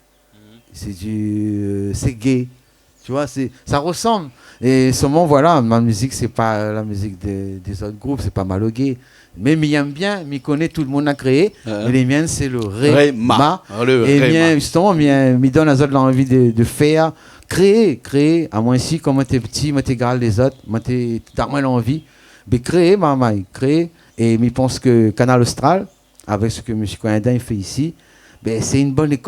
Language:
Réunion Creole French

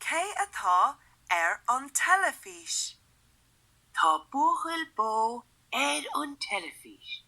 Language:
Irish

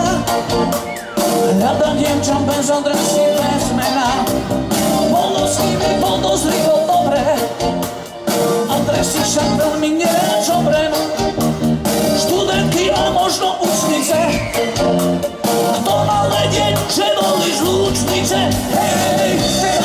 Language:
Slovak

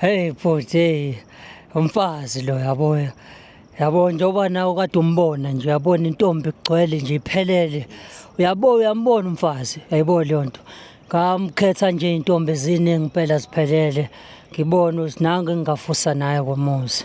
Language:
Zulu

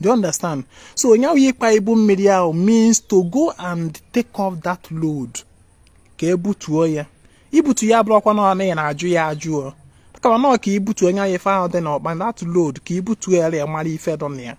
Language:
Igbo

